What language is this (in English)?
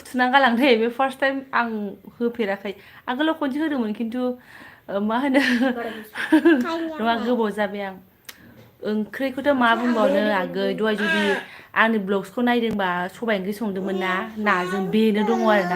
Bodo